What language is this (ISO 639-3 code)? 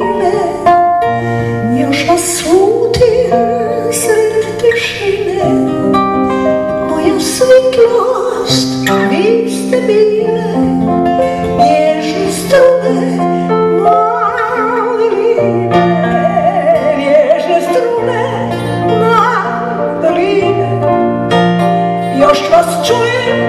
hrv